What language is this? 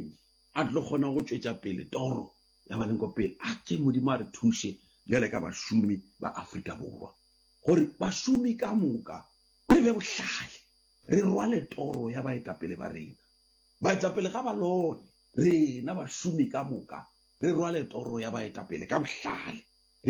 Northern Sotho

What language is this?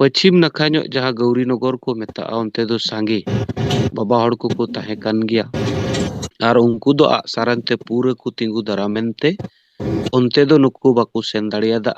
Santali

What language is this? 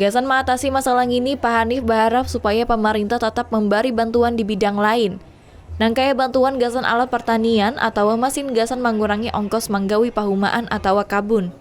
Banjar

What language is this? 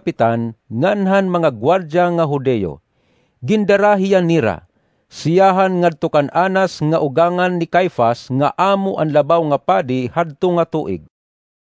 Waray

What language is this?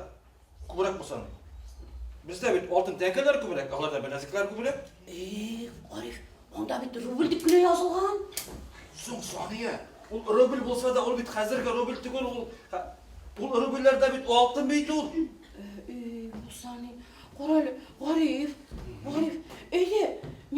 Bashkir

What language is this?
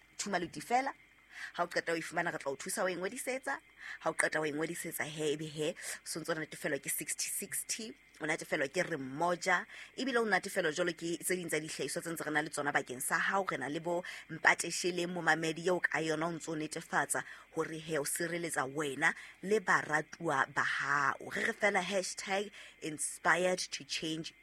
Southern Sotho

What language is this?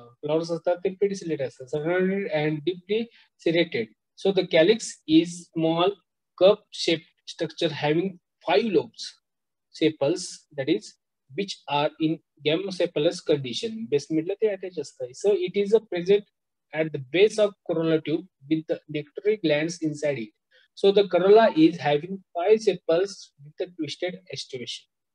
Marathi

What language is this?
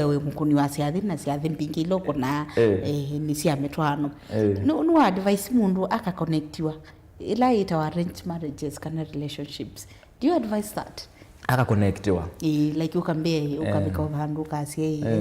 Kamba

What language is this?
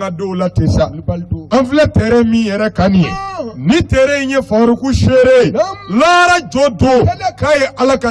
Bambara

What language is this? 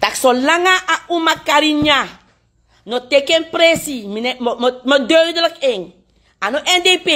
Sranan Tongo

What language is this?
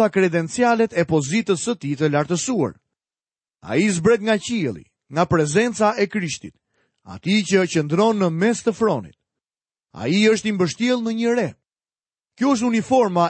Albanian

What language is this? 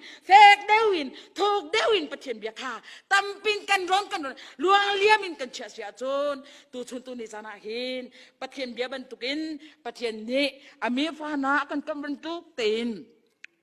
Hakha Chin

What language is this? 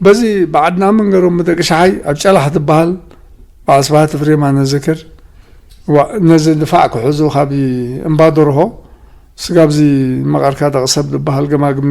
Tigrinya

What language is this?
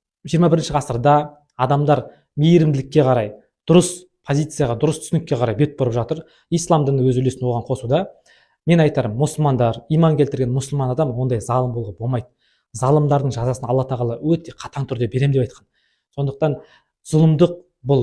Kazakh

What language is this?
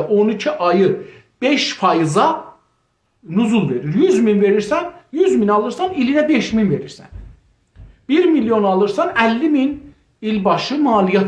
South Azerbaijani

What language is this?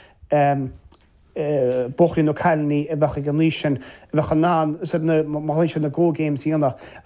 Irish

